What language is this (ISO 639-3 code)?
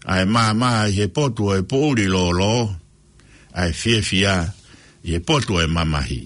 ton